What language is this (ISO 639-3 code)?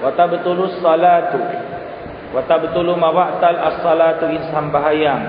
tsg